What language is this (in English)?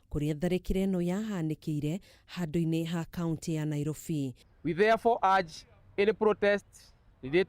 Kikuyu